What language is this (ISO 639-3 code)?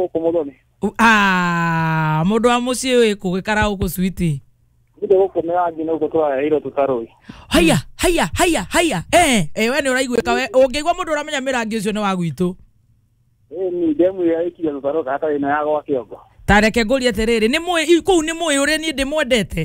kik